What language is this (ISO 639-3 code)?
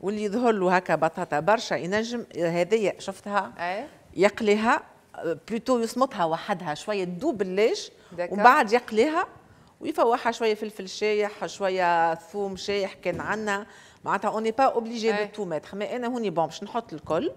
aeb